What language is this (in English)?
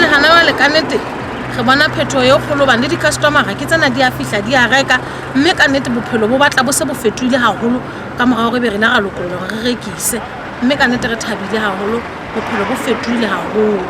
Southern Sotho